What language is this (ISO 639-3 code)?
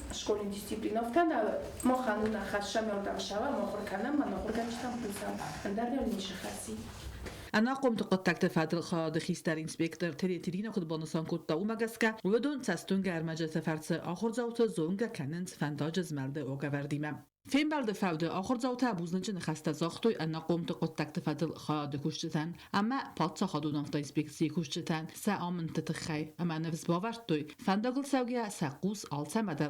oss